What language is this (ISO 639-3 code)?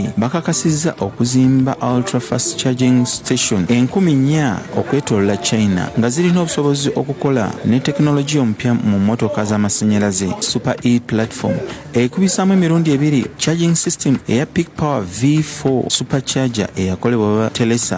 lug